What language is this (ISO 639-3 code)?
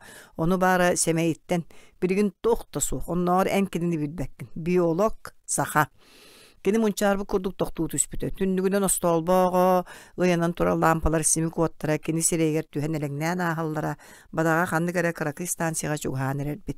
sah